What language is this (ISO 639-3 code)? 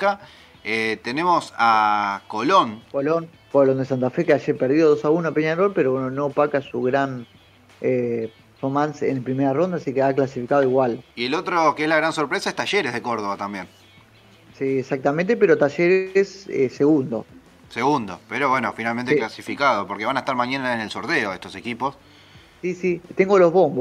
spa